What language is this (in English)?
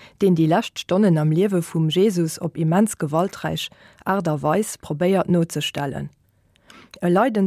Luxembourgish